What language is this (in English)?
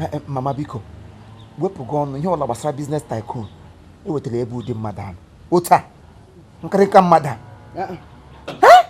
Igbo